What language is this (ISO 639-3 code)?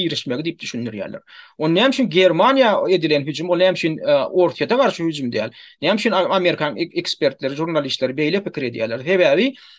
tuk